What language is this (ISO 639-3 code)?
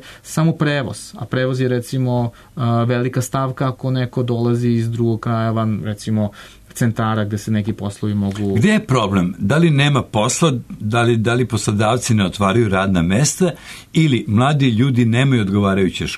srp